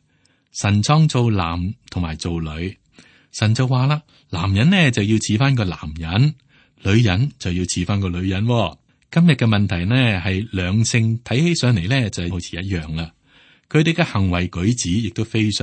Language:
Cantonese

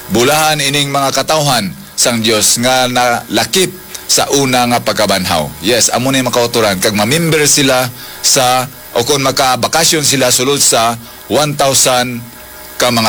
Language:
Hiligaynon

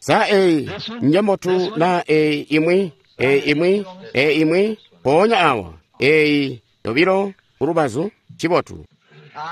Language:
Tonga (Zambia)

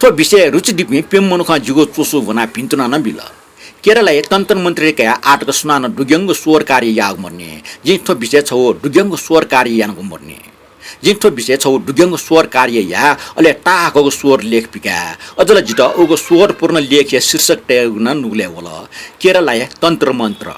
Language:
Newari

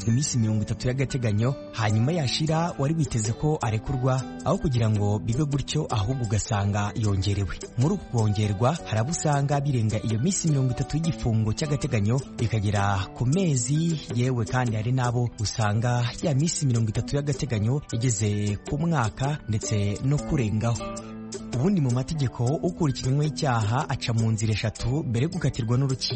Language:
Kinyarwanda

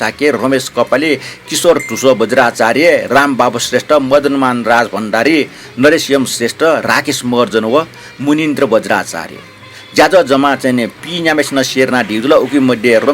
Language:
Newari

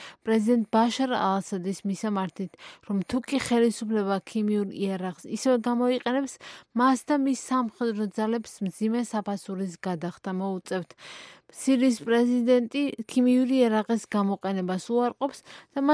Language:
Georgian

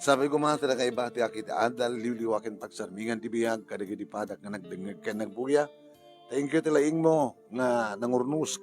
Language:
Iloko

